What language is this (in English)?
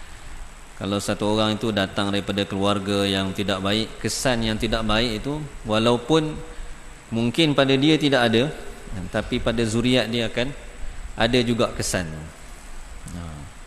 Malay